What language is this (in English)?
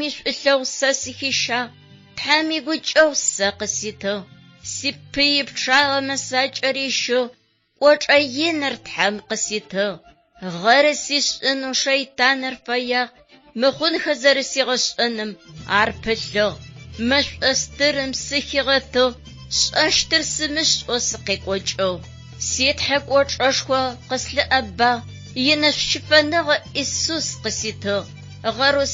Adyghe